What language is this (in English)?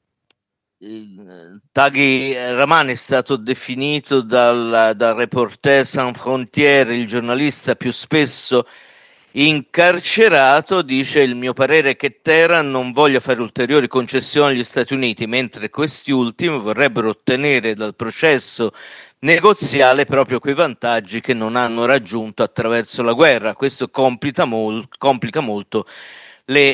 Italian